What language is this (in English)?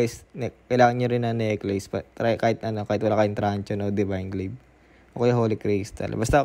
Filipino